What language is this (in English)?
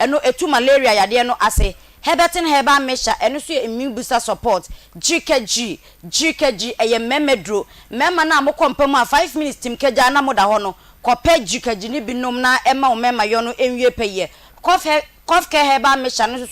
Akan